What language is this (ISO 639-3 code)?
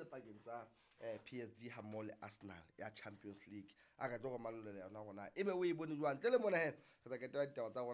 sot